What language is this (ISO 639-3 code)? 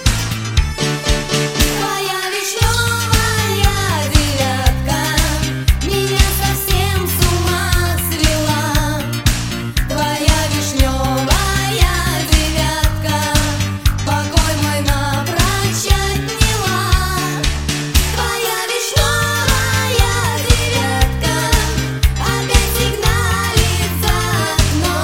rus